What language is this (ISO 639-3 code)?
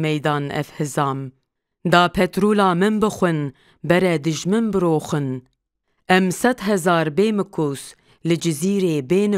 kur